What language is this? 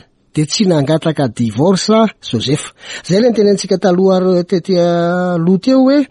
Malagasy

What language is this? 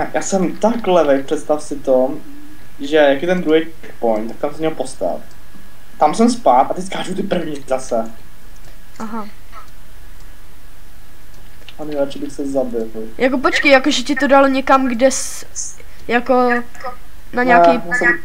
Czech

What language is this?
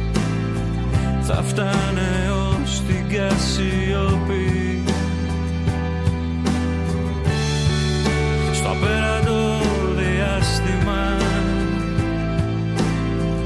Greek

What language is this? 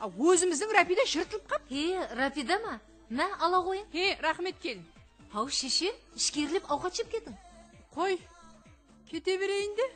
Kara-Kalpak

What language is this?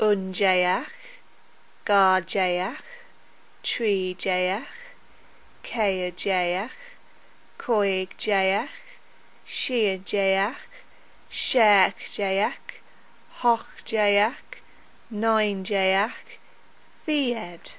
Scottish Gaelic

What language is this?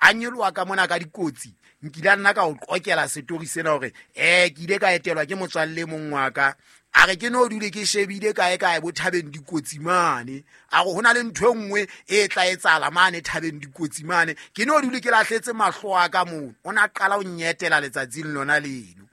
Southern Sotho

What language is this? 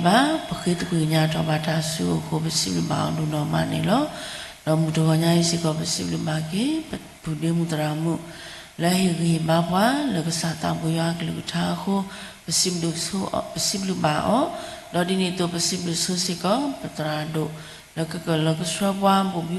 S'gaw Karen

